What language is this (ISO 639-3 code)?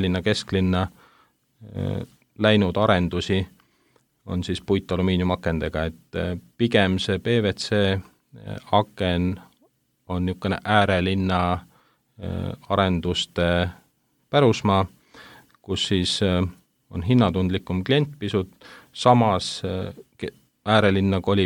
est